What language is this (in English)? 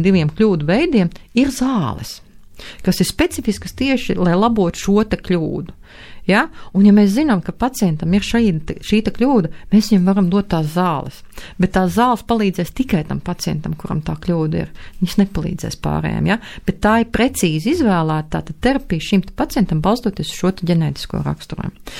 Latvian